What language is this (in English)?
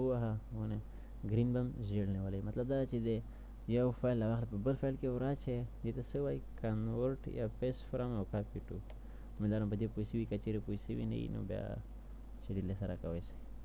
Pashto